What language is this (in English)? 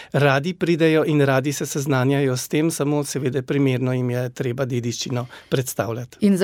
Slovenian